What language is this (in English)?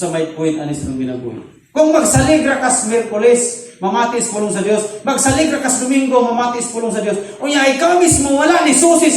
Cebuano